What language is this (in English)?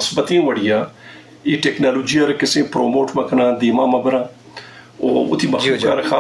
Eastern Balochi